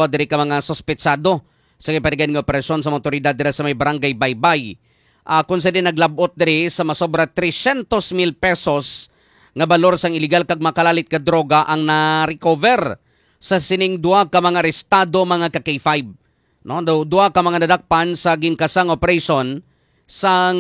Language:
Hiligaynon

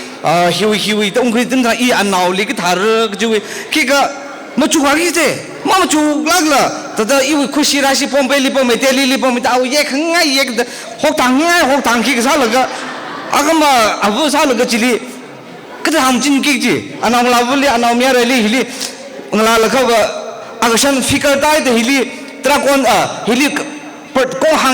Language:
Tangkhul Naga (India)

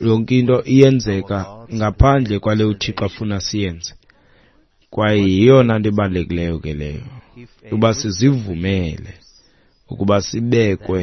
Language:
Xhosa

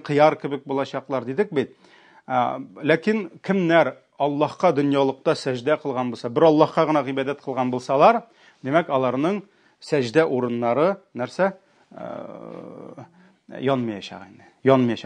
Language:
Tatar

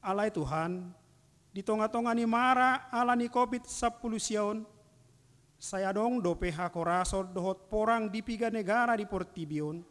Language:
Batak Toba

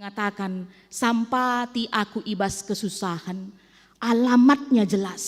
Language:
Batak Karo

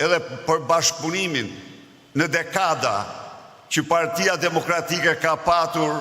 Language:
Albanian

